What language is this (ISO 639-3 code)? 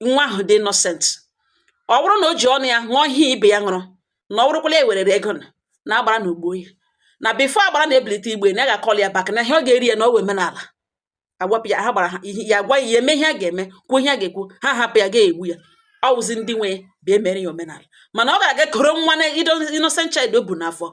ibo